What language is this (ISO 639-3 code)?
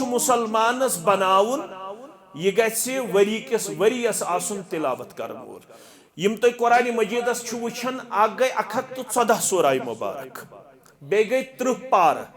kas